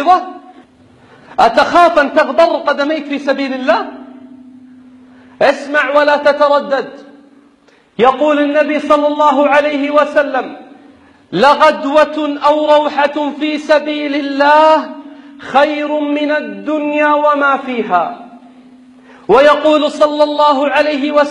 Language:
Arabic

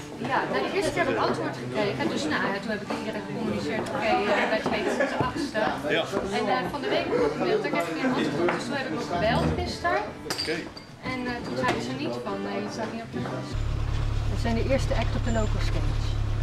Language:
Dutch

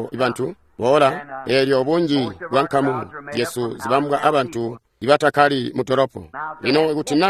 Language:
Tonga (Zambia)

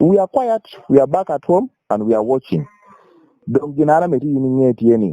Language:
Lango (Uganda)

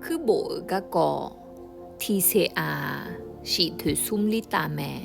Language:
Akha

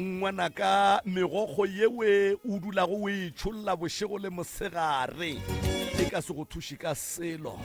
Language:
Northern Sotho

